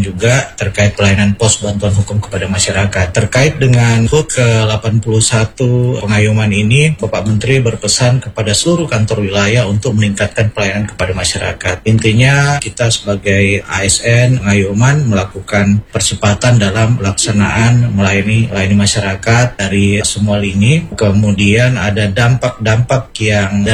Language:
Indonesian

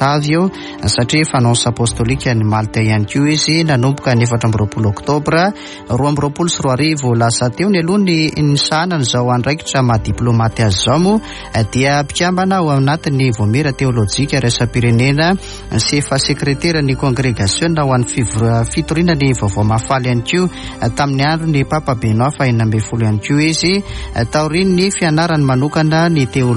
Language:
Malagasy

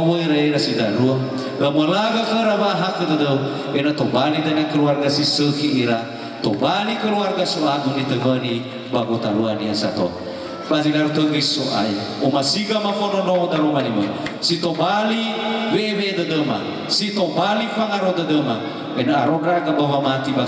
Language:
Nias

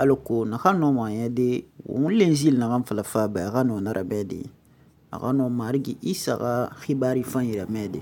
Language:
Susu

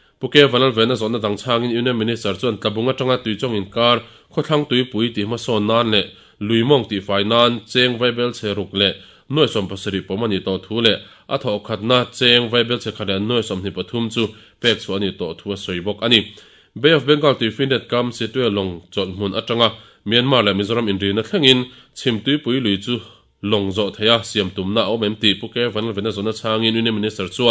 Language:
Mizo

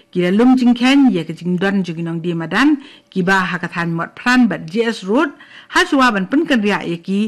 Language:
Khasi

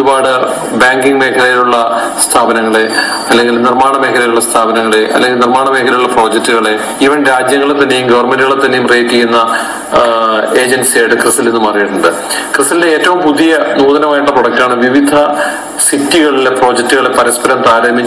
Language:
Malayalam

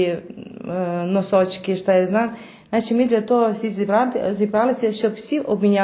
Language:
Rusyn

